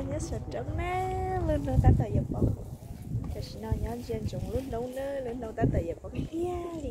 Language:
Hmong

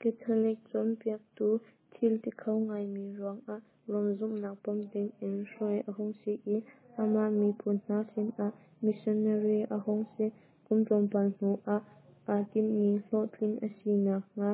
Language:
Hakha Chin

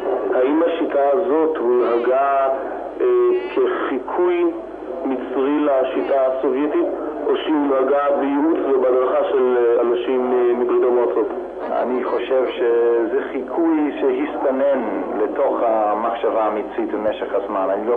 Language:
Hebrew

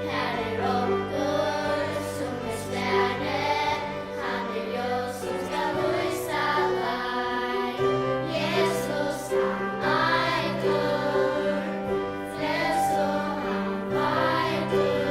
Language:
Faroese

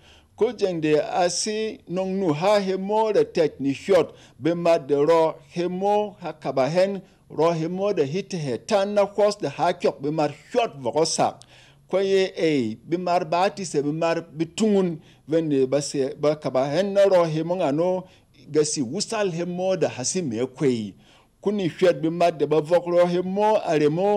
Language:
Berom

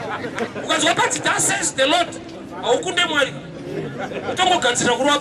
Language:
Shona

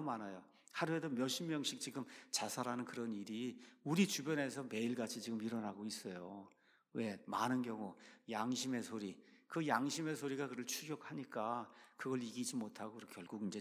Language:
Korean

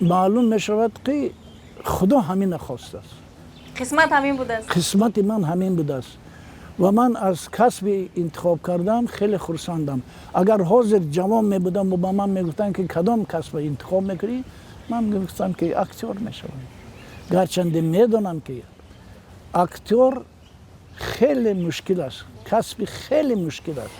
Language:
Tajik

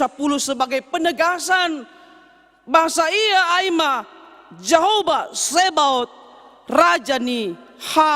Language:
Batak Simalungun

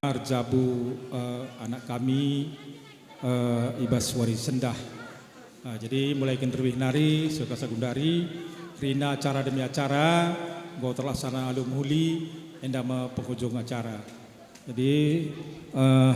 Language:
Batak Karo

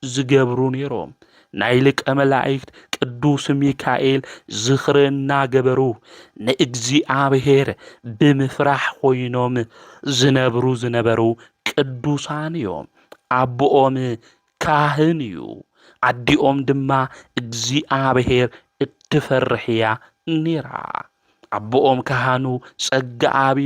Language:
Tigrinya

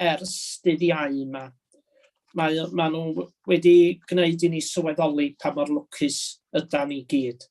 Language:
Welsh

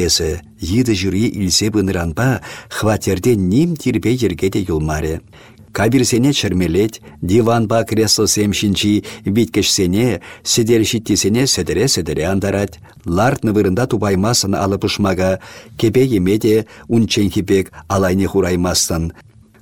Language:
Chuvash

